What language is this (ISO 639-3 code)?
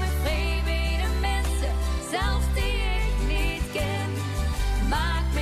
lim